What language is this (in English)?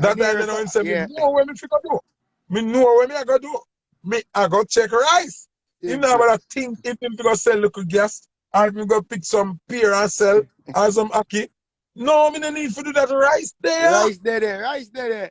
Jamaican Creole English